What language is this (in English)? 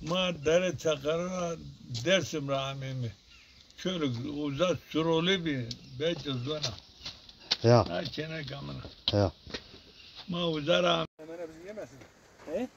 Zaza